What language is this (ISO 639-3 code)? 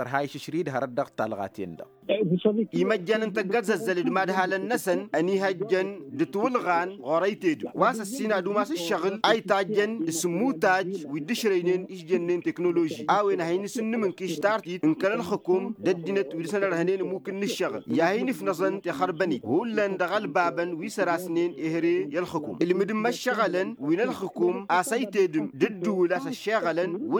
taq